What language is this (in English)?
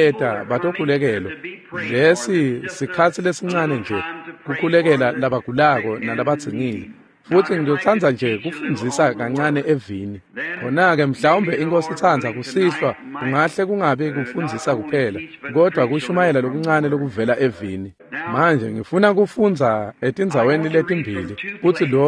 Swati